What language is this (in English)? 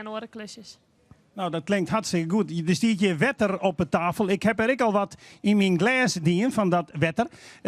Western Frisian